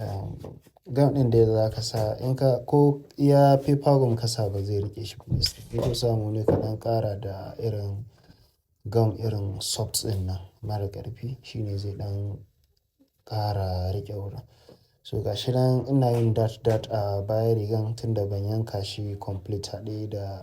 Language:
Hausa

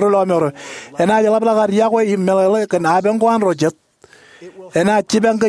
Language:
Marshallese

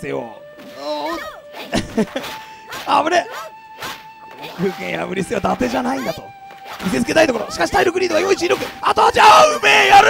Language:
Japanese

